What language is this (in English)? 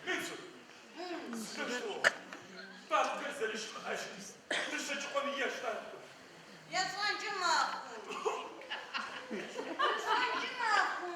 Adyghe